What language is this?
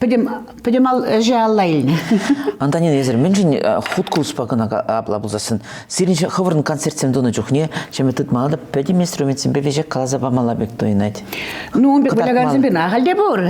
Chuvash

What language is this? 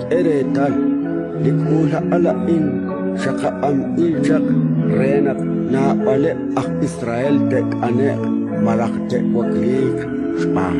Kekchí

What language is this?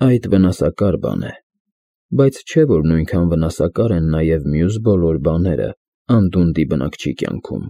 Armenian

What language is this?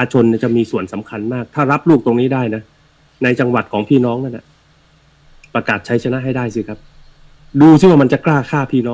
Thai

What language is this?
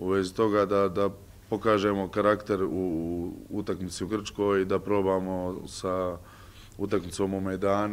Bosnian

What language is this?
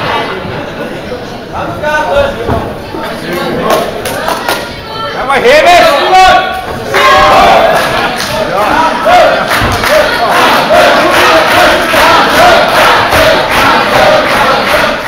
Danish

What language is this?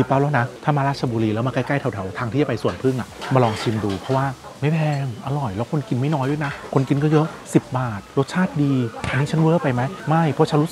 Thai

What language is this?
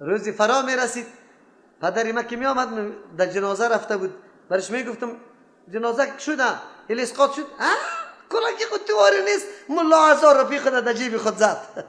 Persian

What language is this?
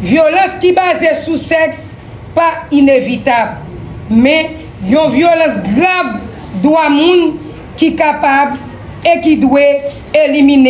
Haitian Creole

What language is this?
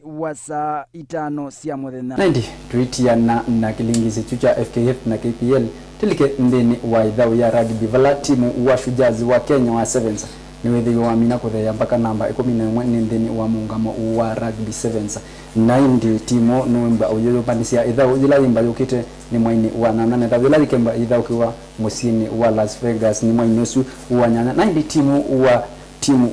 Kamba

